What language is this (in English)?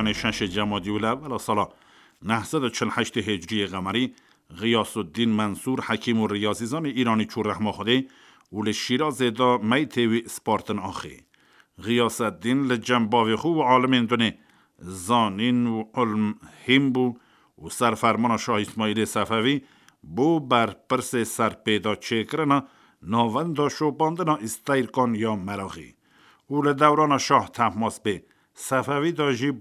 Kurdish